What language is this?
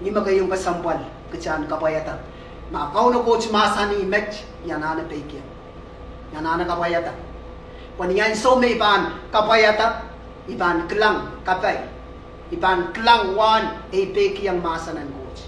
Pohnpeian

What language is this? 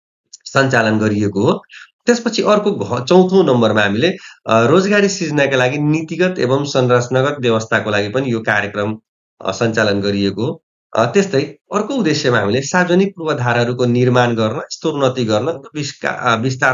Nepali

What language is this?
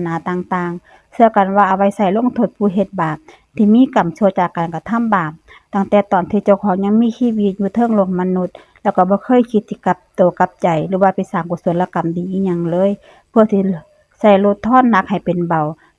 Northeastern Thai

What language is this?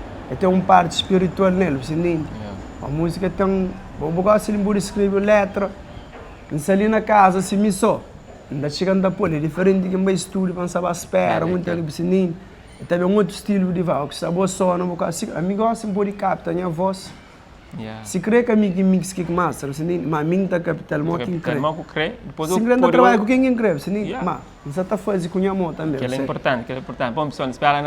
Kabuverdianu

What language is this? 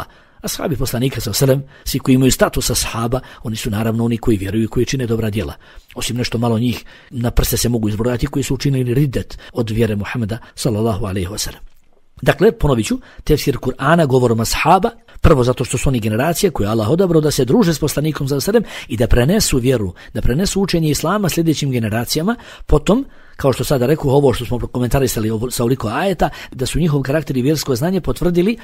Bosnian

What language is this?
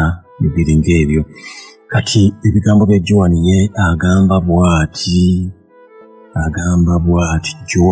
Ganda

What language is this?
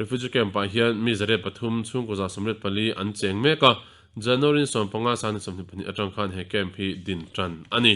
Mizo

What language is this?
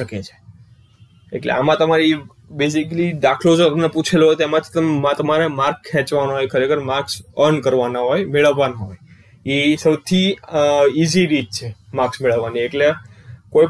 Gujarati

